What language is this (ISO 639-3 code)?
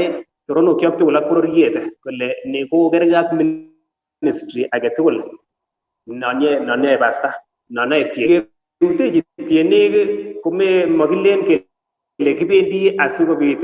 kln